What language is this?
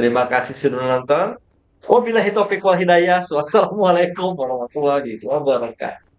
Banjar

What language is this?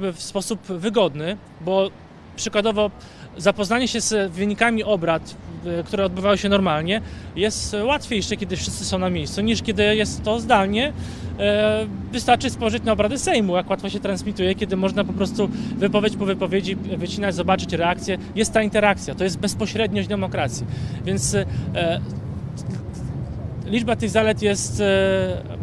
Polish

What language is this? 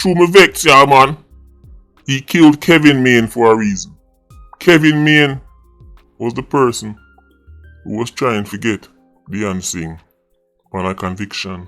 Jamaican Creole English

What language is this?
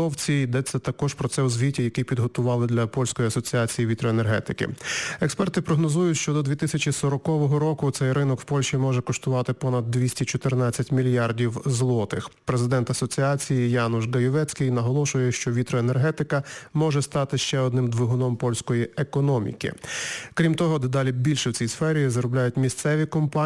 Ukrainian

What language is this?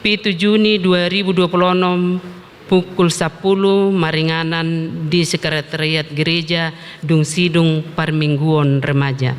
Batak Toba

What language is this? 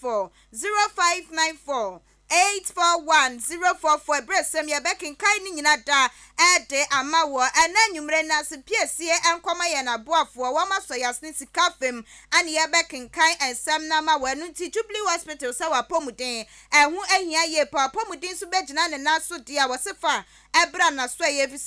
Akan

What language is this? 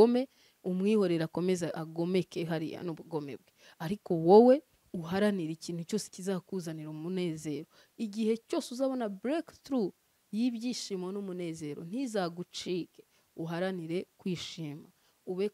Kinyarwanda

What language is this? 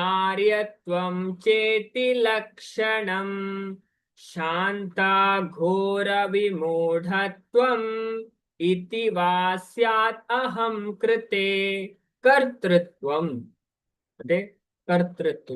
Tulu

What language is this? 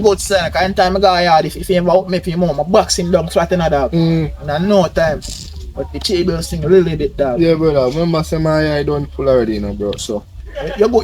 Jamaican Creole English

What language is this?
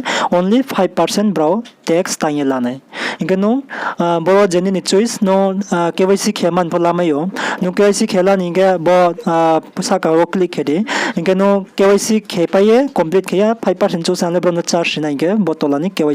Riang (India)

